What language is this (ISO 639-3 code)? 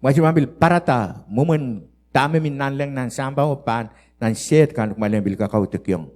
pon